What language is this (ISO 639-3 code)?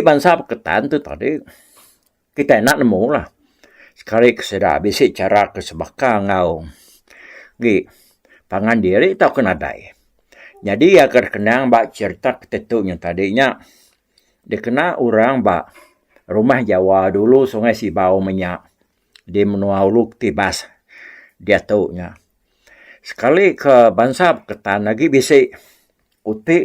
iba